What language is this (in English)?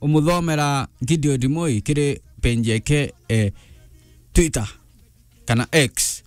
Meru